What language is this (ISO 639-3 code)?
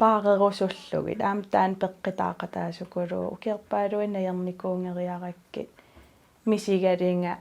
kal